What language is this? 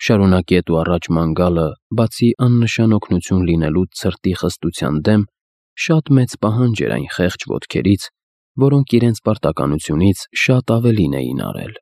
Armenian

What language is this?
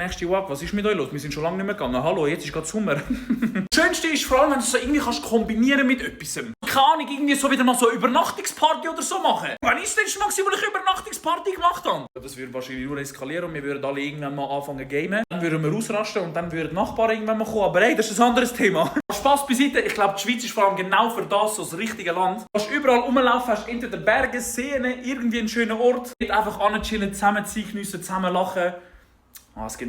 Swiss German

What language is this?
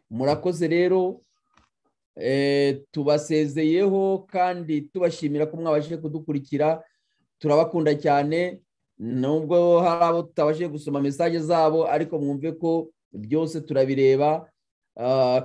Kinyarwanda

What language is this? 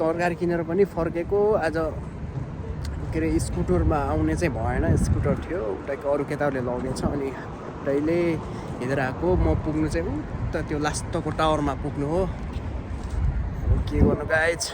Nepali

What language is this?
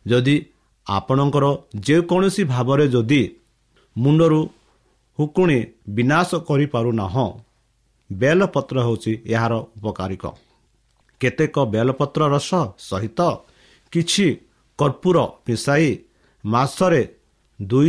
Odia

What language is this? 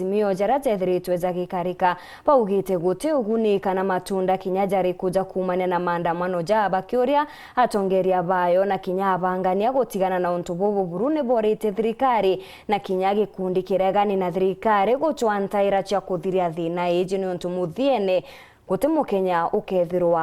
Meru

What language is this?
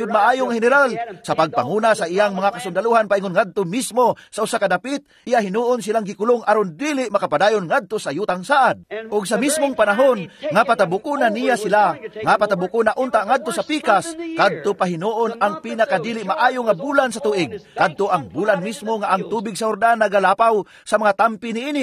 Cebuano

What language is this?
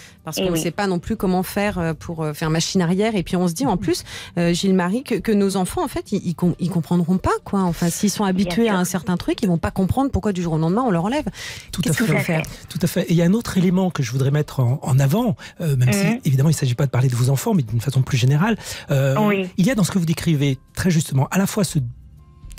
French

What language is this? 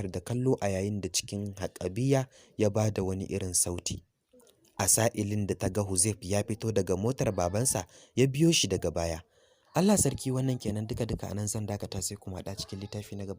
Hausa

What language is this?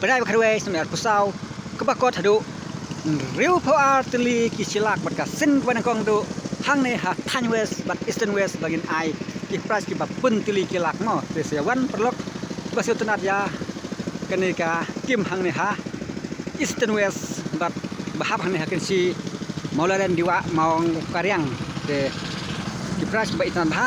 Khasi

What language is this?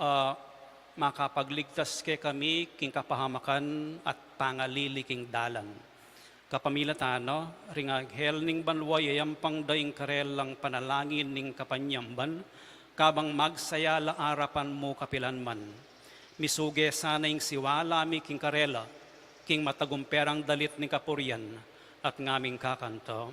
Pampanga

